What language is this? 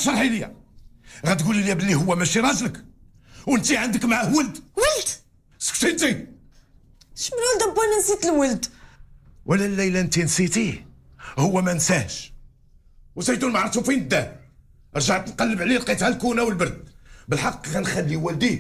Moroccan Arabic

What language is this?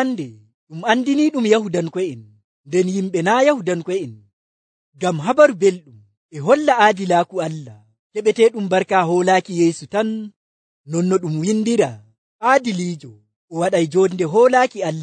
Nigerian Fulfulde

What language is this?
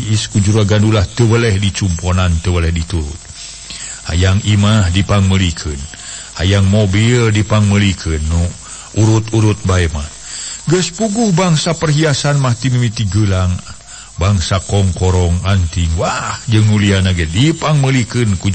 Sundanese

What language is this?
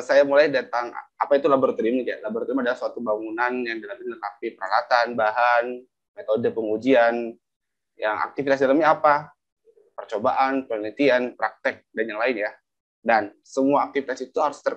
Indonesian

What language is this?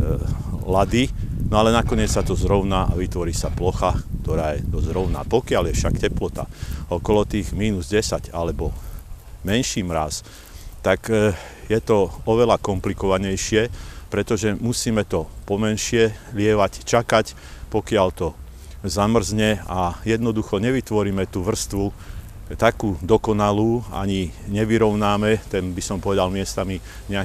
Slovak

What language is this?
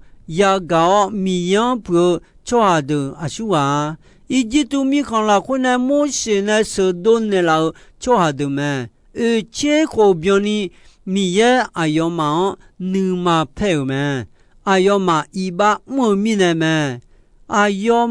Akha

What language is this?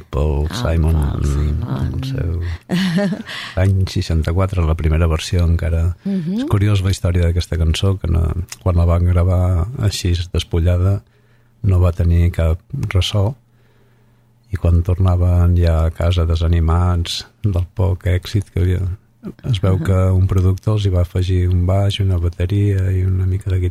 Catalan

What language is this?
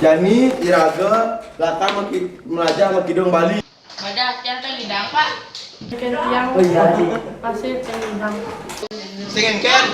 Balinese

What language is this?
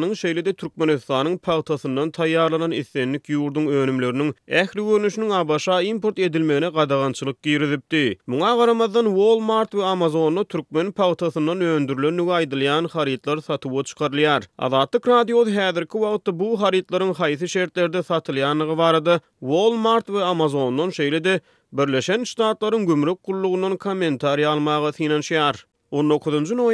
Turkmen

